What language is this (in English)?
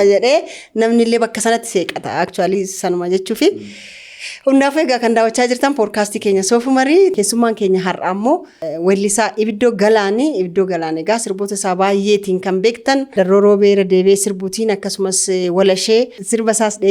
Oromo